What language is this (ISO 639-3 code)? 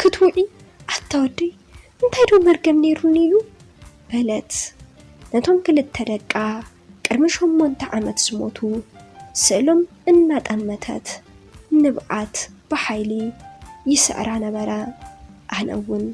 tir